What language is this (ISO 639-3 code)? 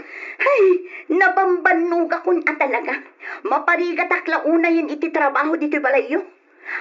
ilo